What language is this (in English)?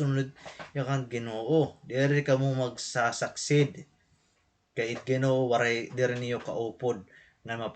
Waray